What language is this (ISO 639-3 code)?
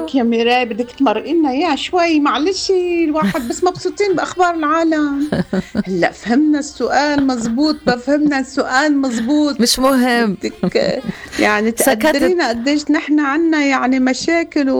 apc